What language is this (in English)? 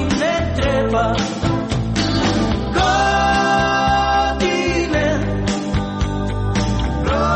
Croatian